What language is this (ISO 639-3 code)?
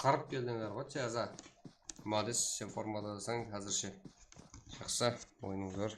kaa